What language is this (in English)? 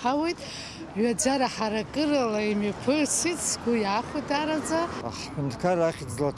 Abkhazian